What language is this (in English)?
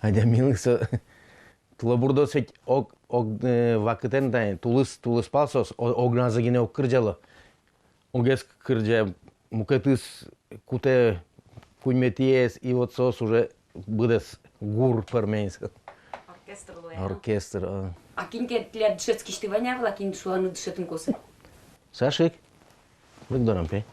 Udmurt